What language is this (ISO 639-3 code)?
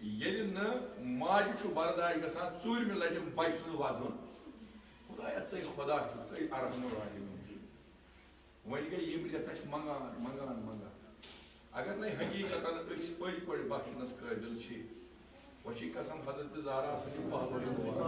kas